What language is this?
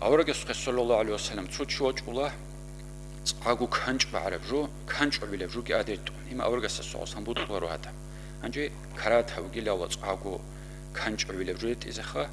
Avaric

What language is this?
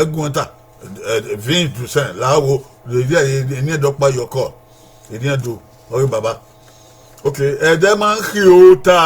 Bini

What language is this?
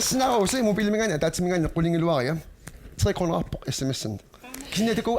Kalaallisut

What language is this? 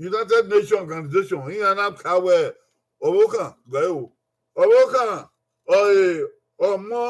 Bini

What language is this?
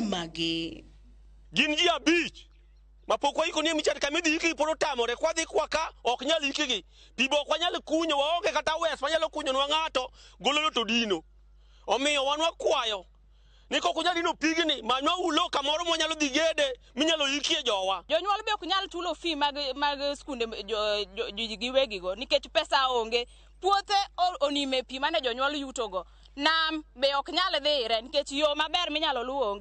Luo (Kenya and Tanzania)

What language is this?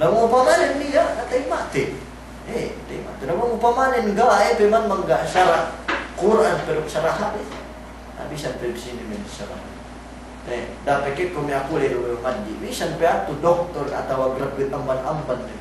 Yakan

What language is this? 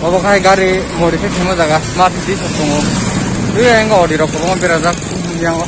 Kok Borok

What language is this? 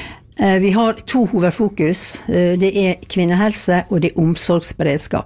Norwegian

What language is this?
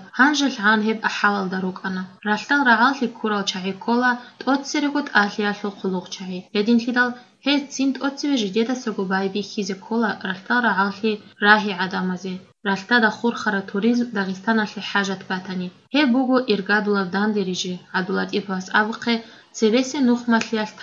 Avaric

